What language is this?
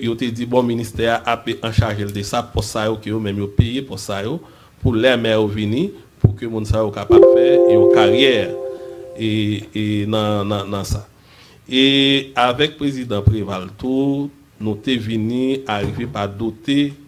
Haitian Creole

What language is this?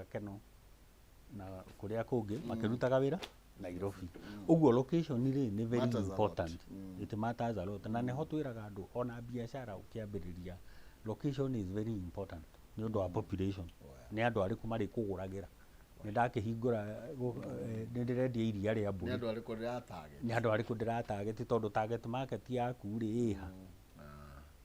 Kikuyu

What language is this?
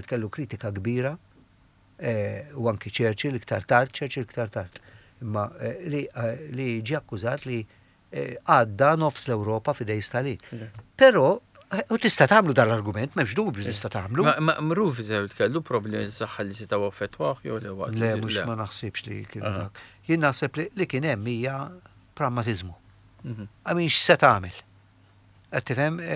Maltese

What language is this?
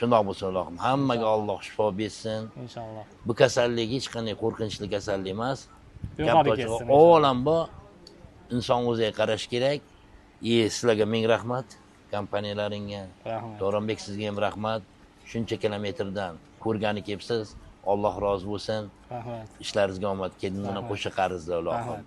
Uzbek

